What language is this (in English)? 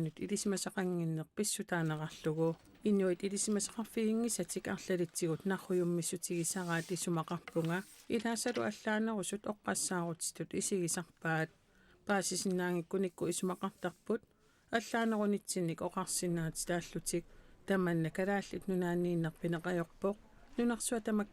Kalaallisut